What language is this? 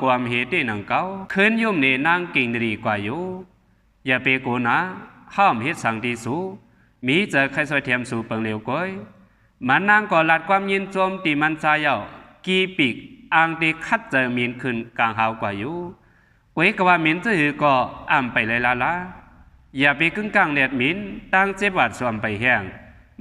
Shan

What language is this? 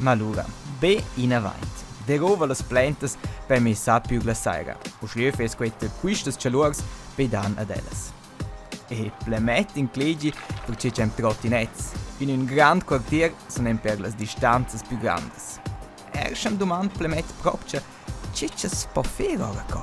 Romansh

